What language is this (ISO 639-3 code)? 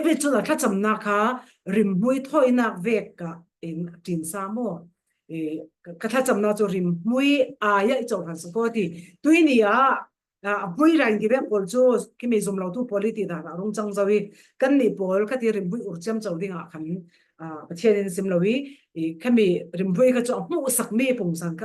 cfm